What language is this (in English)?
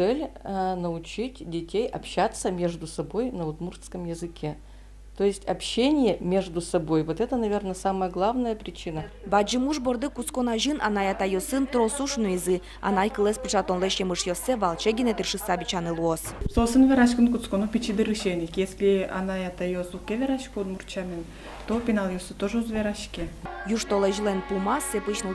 Udmurt